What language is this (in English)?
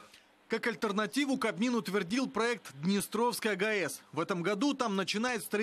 Russian